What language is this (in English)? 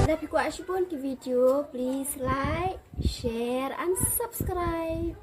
Khasi